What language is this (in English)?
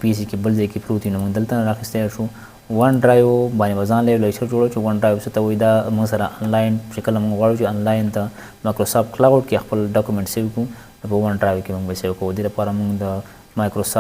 Pashto